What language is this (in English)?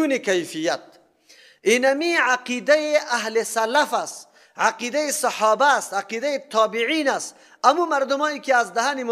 Persian